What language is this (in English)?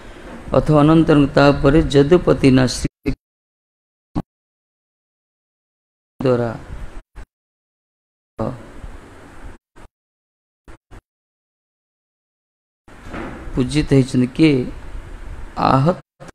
Odia